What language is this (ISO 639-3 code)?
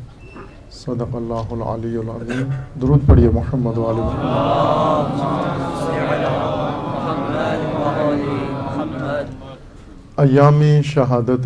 urd